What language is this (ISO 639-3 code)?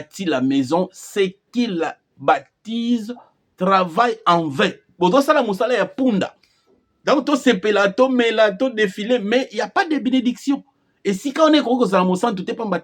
lin